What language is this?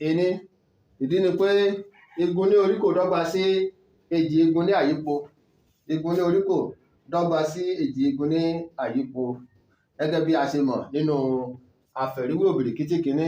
Yoruba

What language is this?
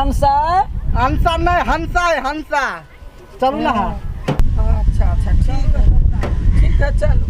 Maithili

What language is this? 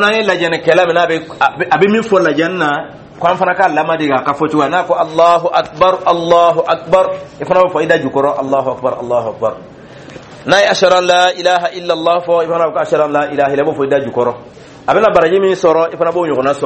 Dyula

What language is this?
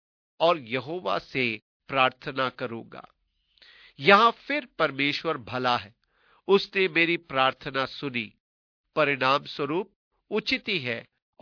Hindi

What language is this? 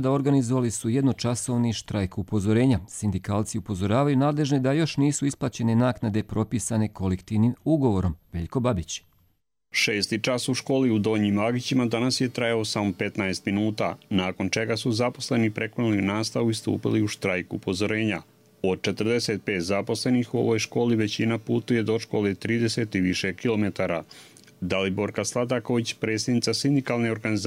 Croatian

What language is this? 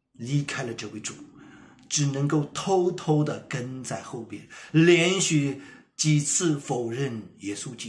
Chinese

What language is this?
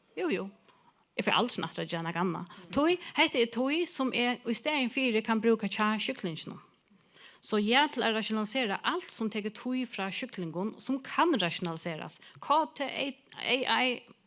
Faroese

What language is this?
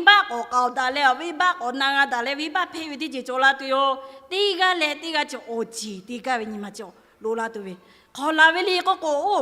Lahu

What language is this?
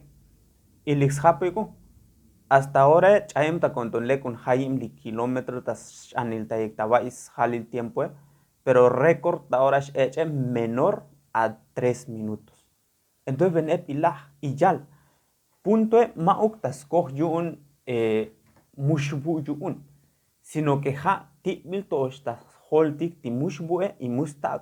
Tzotzil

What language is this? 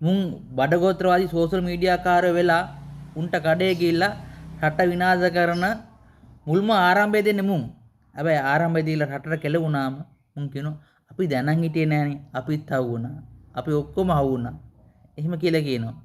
Sinhala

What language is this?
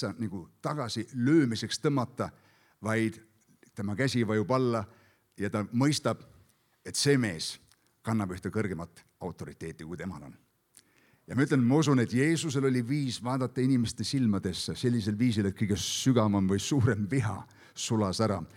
Estonian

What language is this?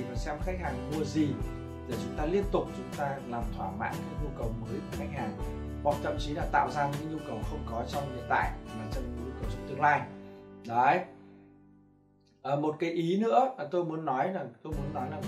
Vietnamese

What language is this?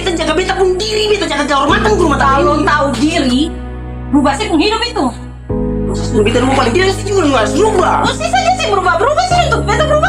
Ambonese Malay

